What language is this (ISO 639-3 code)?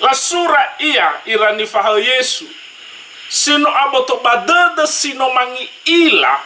nia